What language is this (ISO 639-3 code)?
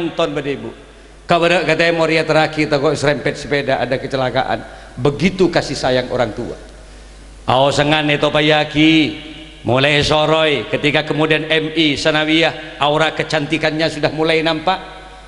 mad